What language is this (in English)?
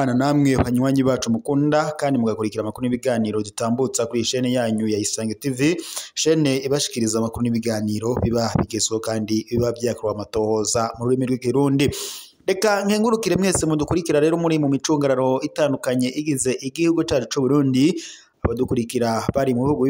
Rundi